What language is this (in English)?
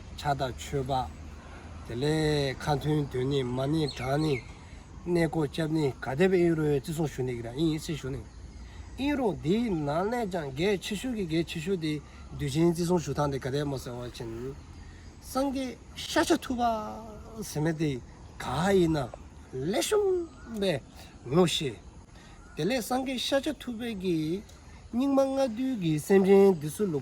Dzongkha